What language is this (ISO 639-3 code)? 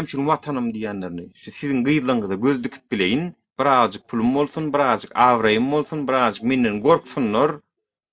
tuk